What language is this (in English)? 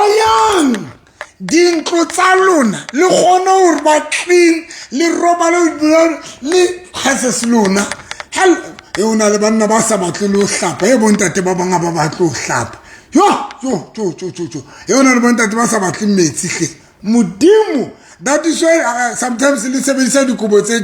Southern Sotho